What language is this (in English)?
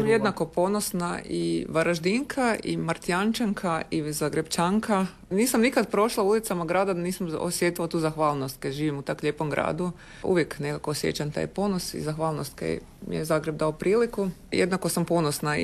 Croatian